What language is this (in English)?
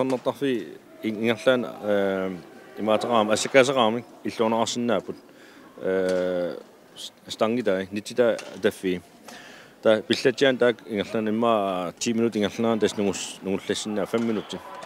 Kalaallisut